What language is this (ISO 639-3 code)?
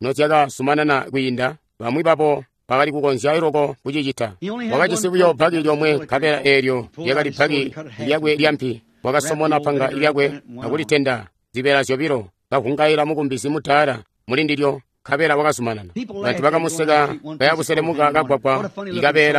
toi